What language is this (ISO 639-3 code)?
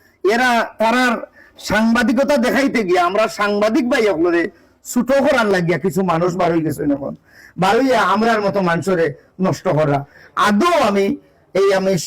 syl